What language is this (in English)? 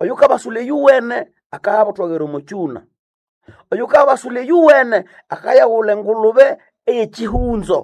Nande